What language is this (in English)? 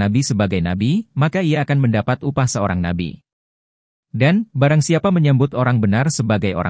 Indonesian